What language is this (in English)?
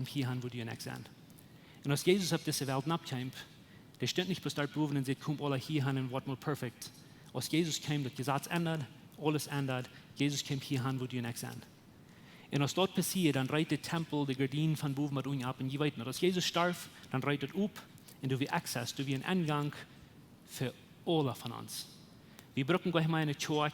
Plautdietsch